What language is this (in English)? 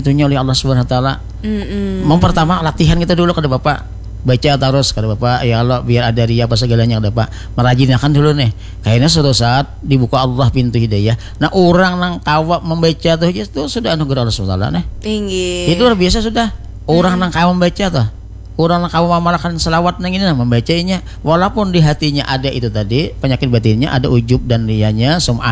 Banjar